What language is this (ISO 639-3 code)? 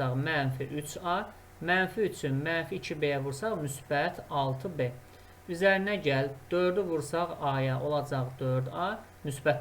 aze